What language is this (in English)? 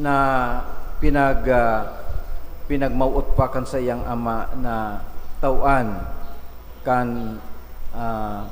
Bikol